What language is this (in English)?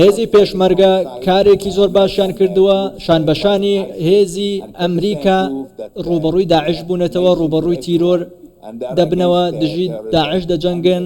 Central Kurdish